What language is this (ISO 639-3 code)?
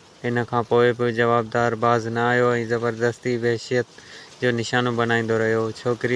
snd